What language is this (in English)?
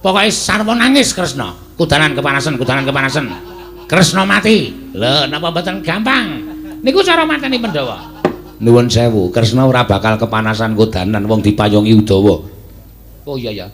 Javanese